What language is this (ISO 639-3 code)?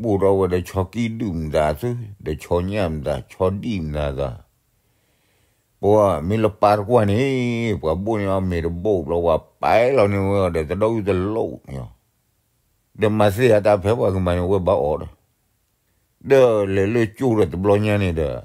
ksw